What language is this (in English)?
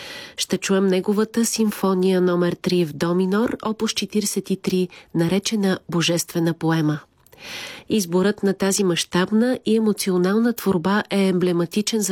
Bulgarian